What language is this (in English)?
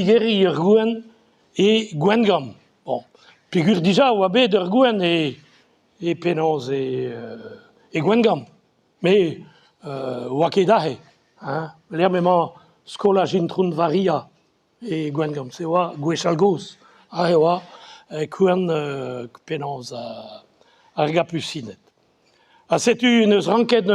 Breton